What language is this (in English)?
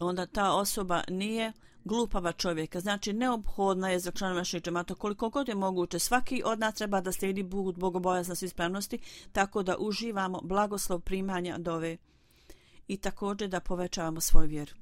Bosnian